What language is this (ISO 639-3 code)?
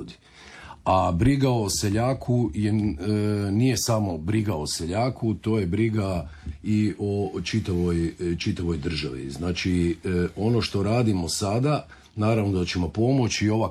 hrv